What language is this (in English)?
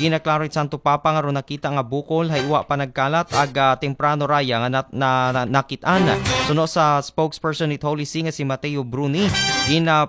Aklanon